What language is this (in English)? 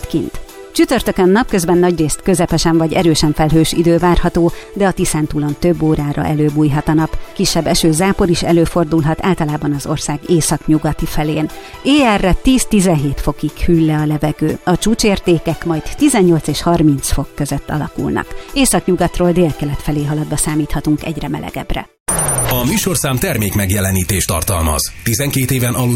Hungarian